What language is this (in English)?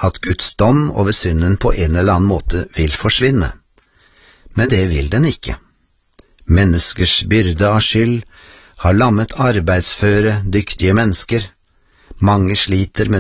Norwegian